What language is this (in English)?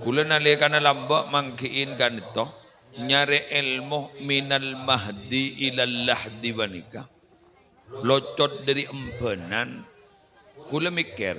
Madurese